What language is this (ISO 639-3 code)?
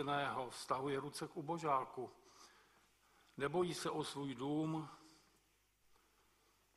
ces